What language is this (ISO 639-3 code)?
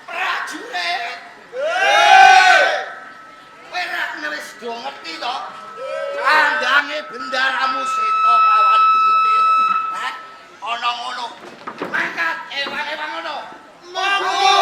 jav